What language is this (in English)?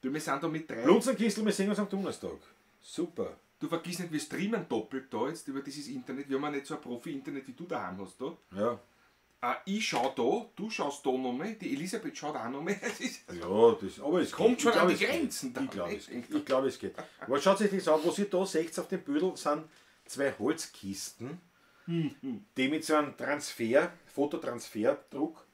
Bavarian